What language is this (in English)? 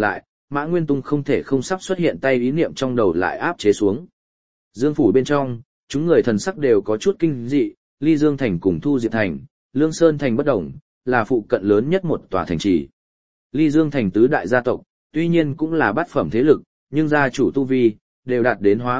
Vietnamese